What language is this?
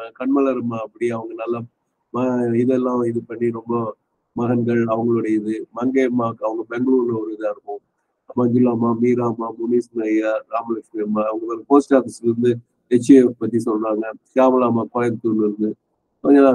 Tamil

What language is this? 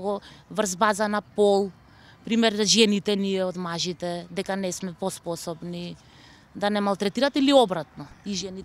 Macedonian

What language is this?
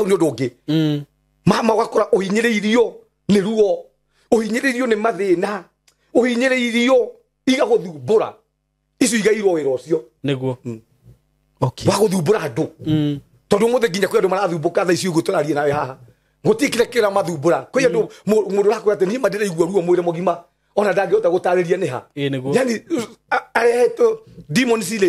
Kikuyu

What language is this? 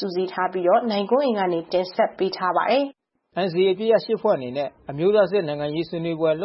Burmese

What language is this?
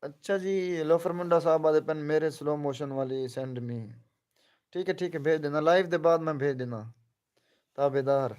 Saraiki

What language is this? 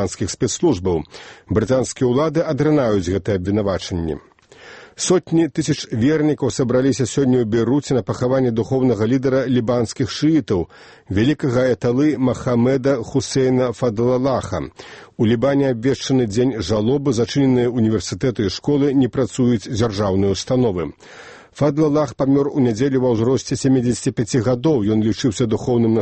Belarusian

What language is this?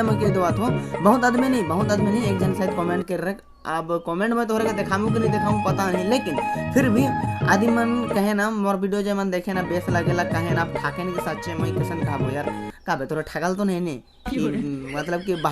Sadri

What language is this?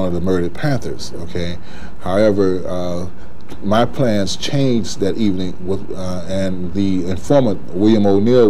English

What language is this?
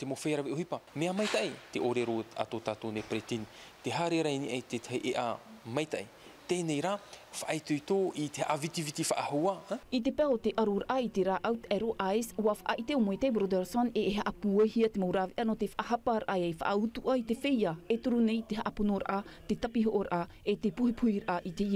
Tahitian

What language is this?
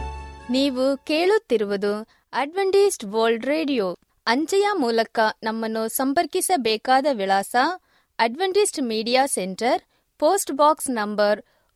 Kannada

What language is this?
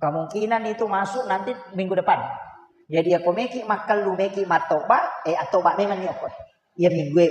Buginese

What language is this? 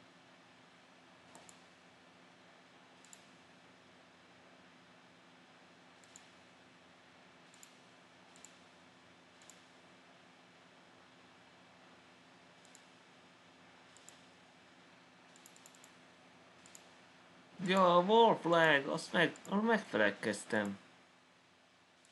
Hungarian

